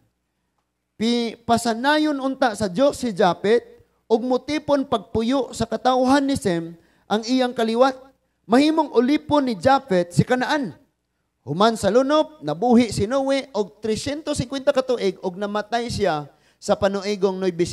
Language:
Cebuano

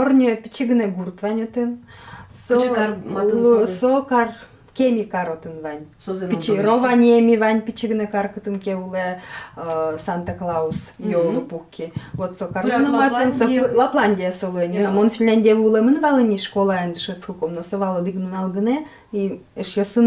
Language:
Udmurt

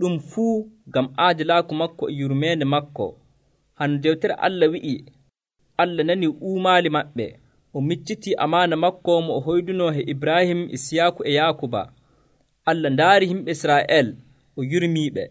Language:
Nigerian Fulfulde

